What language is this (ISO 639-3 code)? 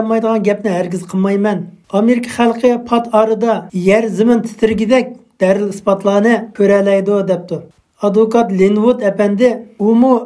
uig